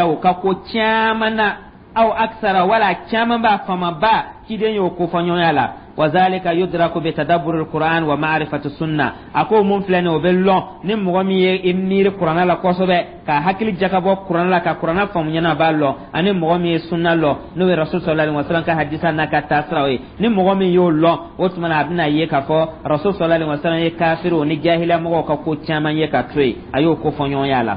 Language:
Dyula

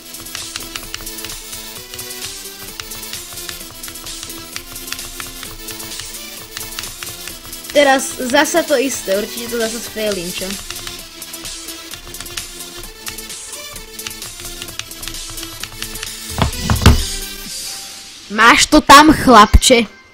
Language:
Slovak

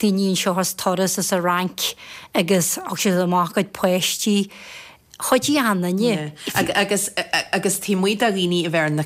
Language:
Irish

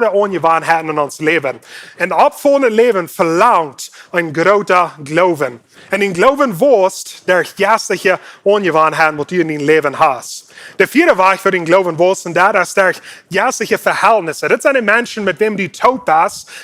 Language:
Plautdietsch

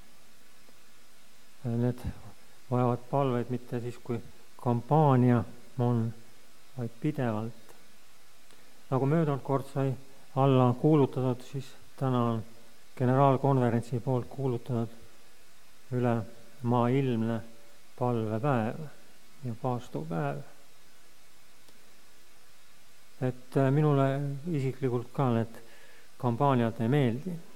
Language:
Estonian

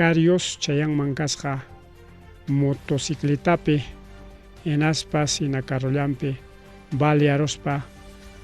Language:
Ayacucho Quechua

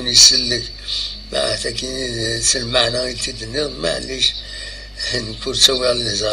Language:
Kabyle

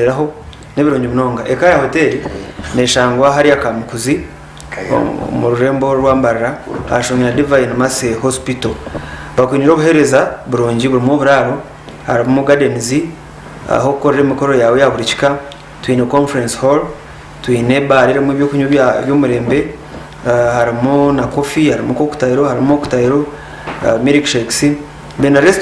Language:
Nyankole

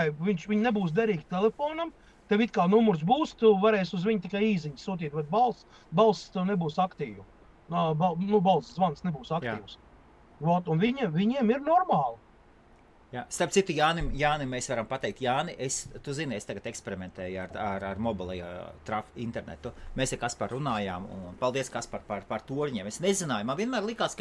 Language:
Latvian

